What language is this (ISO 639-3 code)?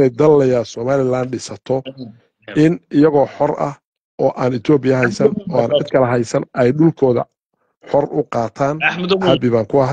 som